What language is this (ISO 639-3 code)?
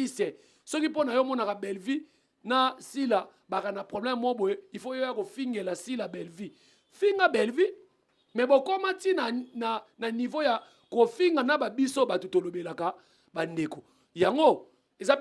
lin